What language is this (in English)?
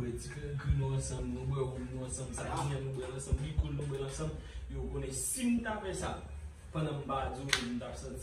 Haitian Creole